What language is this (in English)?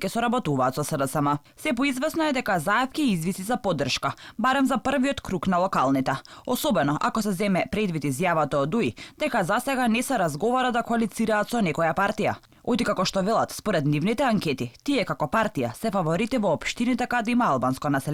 Macedonian